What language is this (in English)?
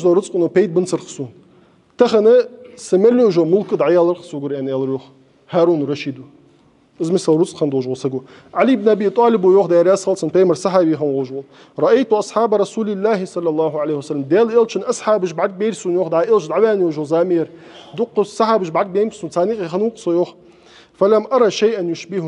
Ingush